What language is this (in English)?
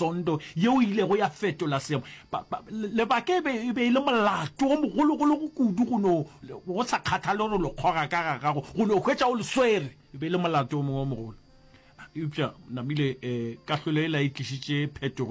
Northern Sotho